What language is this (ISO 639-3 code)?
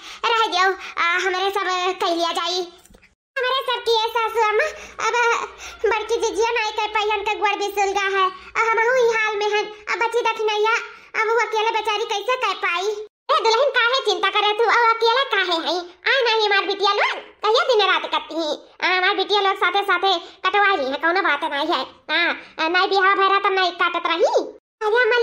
awa